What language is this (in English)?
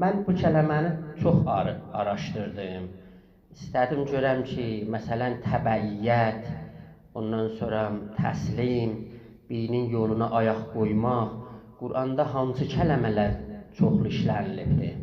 South Azerbaijani